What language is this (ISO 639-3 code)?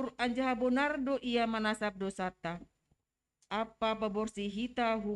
bts